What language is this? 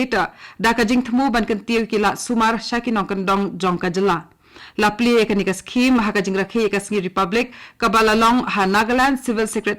Khasi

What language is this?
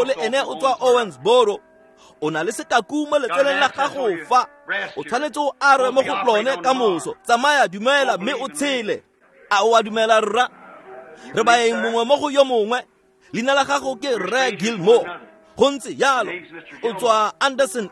Tswana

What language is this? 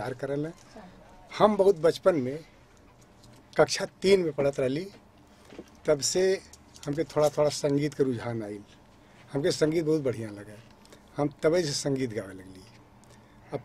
Bhojpuri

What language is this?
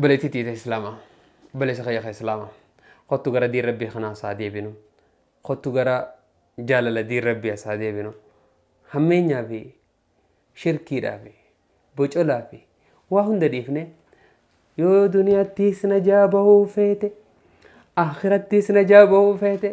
Oromo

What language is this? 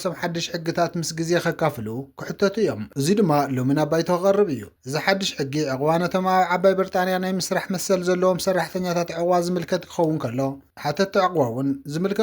Tigrinya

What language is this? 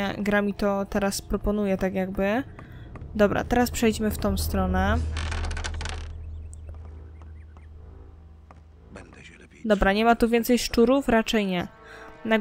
Polish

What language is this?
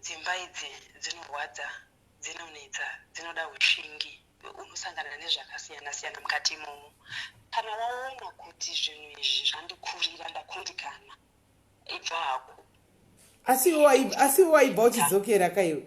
Shona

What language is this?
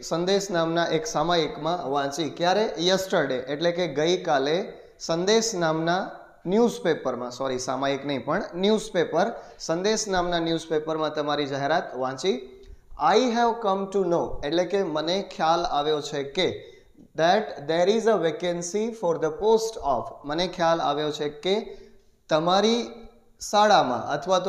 Gujarati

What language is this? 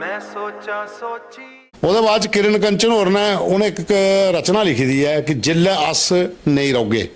Dogri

